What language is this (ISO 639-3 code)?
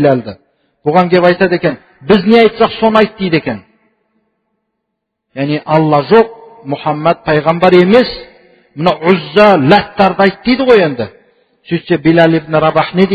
kaz